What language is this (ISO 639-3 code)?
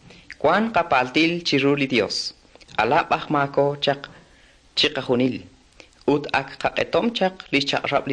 kek